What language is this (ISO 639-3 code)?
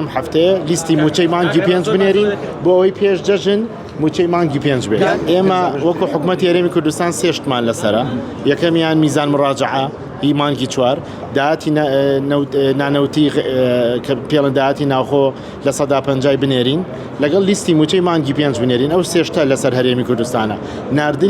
ckb